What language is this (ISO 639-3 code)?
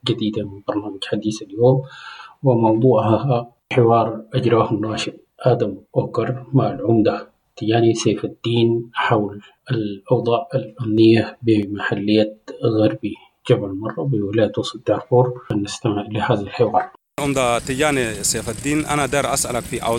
apd